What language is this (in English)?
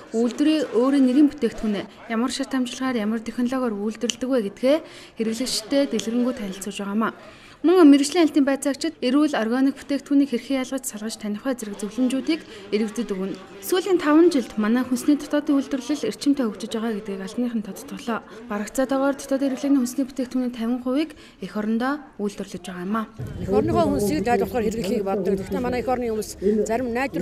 Mongolian